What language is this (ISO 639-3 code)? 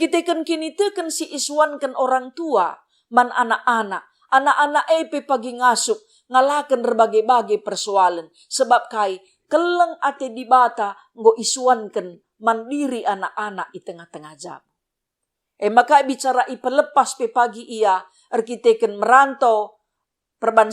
btx